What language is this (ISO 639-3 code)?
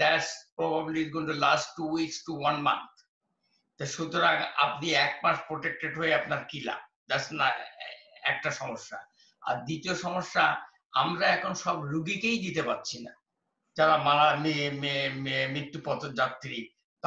ben